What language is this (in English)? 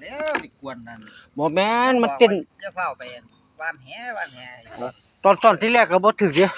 Northeastern Thai